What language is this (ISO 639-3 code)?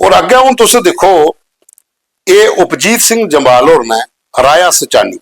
doi